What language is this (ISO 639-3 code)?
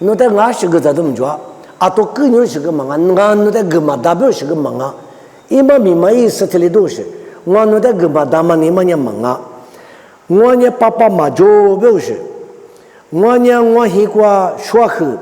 lis